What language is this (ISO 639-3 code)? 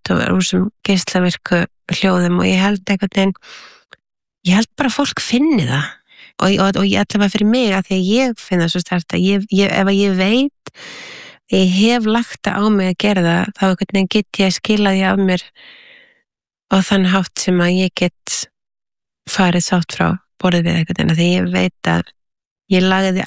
isl